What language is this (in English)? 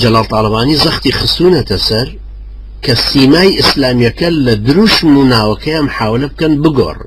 Central Kurdish